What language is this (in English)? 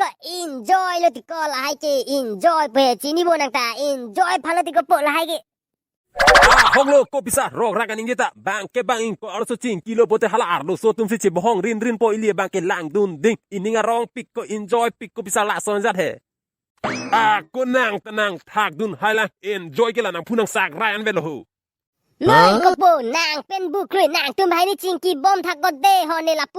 Karbi